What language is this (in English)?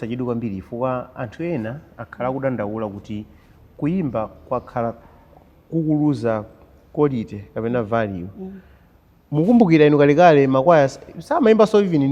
Nyanja